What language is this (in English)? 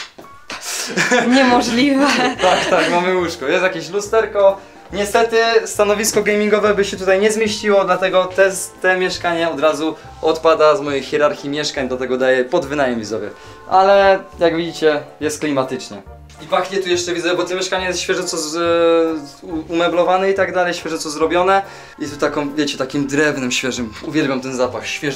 Polish